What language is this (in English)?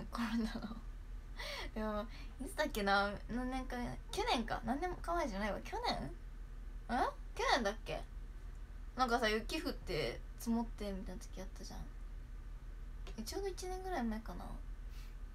Japanese